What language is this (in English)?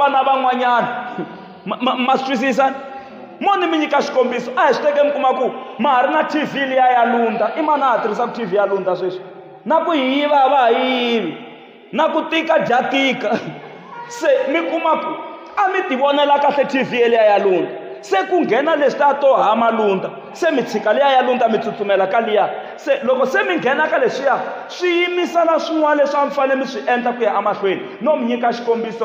Tsonga